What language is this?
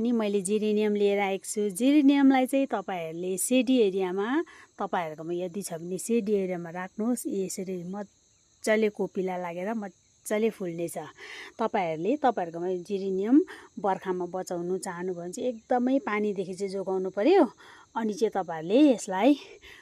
Nepali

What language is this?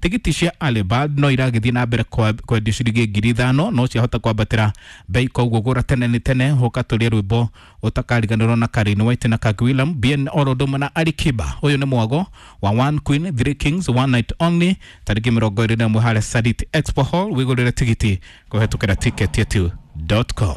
Kikuyu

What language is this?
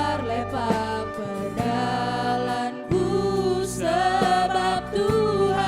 Batak Karo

